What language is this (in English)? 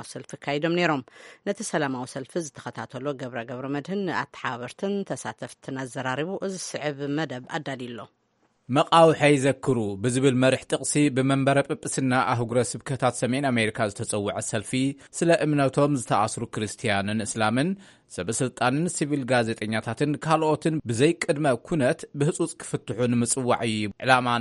Tigrinya